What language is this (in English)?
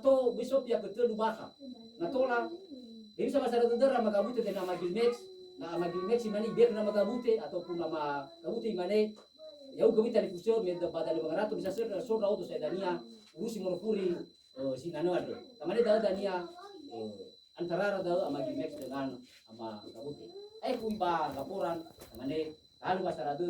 Nias